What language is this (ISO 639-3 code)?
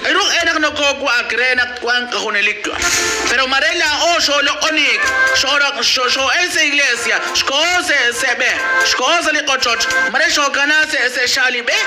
kek